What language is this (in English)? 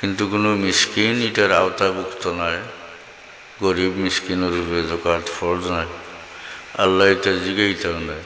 Sylheti